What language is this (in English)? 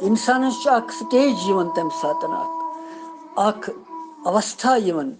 Kashmiri